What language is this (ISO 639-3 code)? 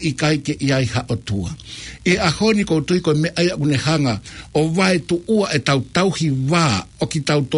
ton